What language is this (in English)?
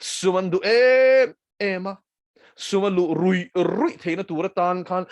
Mizo